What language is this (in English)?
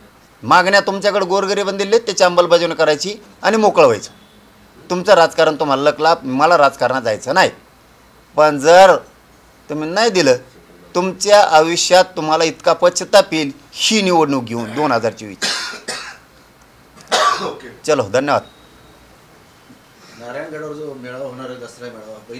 Marathi